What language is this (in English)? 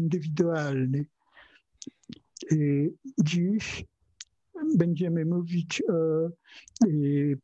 Polish